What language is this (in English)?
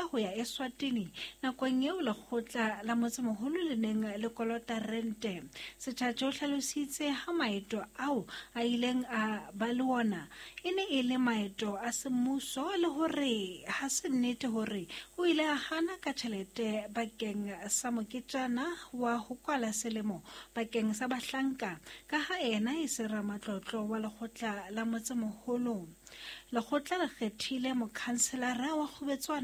Southern Sotho